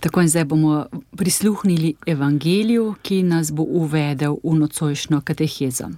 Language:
Slovenian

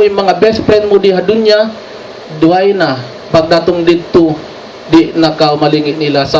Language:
Tausug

